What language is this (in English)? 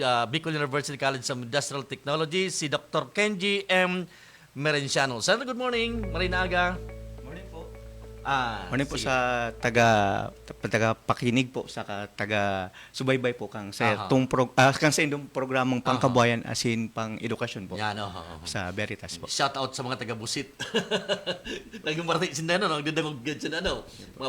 Bikol